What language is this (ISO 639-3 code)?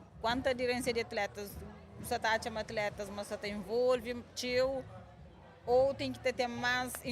kea